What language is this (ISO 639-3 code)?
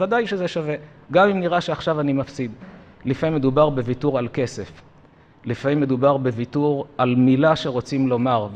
heb